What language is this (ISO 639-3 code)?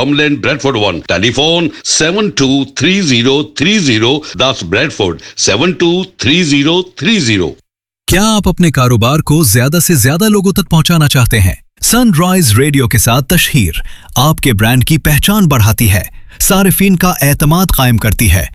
urd